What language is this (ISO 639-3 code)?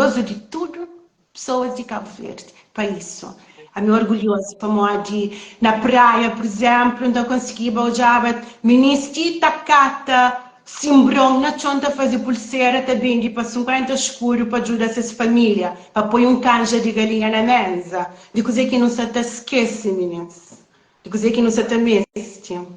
kea